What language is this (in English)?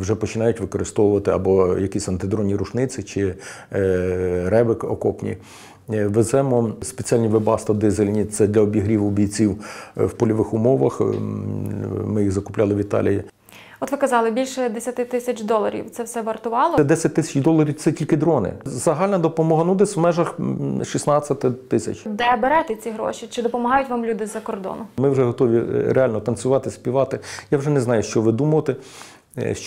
Ukrainian